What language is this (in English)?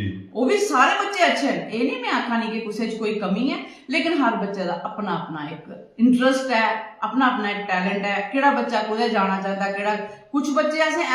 Dogri